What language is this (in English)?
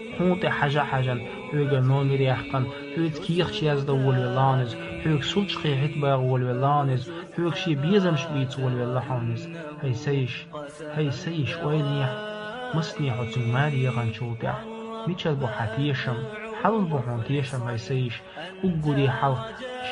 Chechen